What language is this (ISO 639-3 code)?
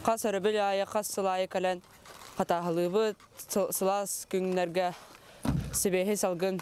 sah